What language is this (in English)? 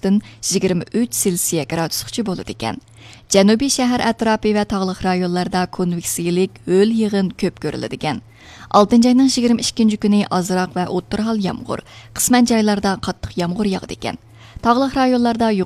Uyghur